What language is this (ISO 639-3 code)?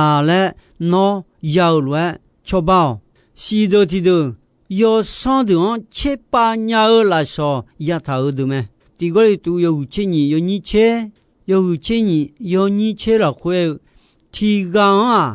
ahk